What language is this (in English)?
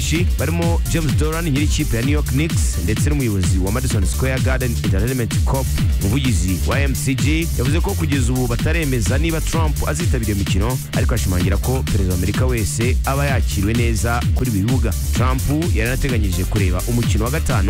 Kinyarwanda